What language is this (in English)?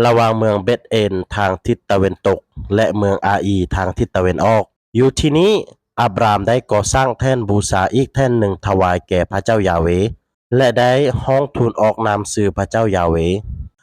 Lao